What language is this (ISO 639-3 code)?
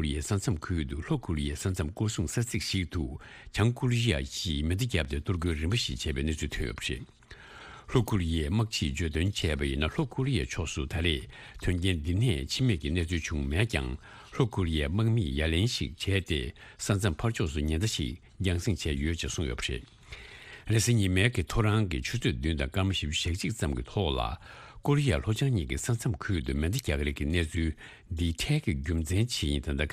bod